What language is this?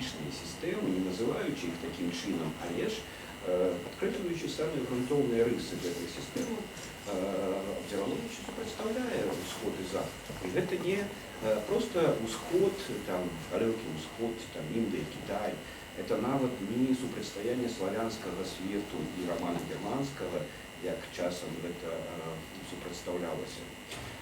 Belarusian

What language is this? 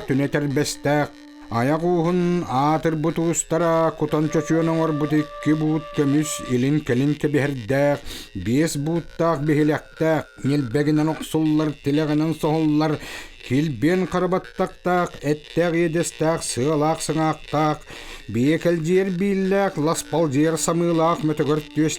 Yakut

